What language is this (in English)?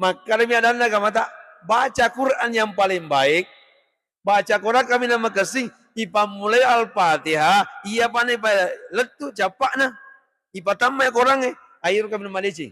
Buginese